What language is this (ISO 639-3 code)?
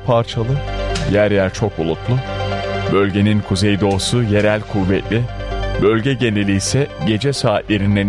tur